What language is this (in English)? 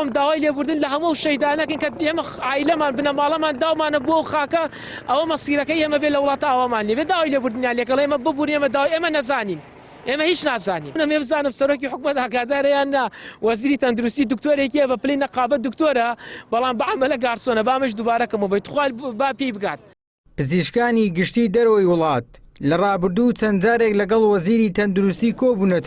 Central Kurdish